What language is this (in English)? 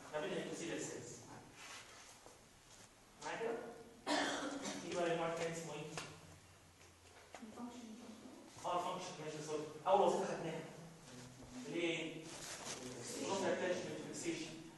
Egyptian Arabic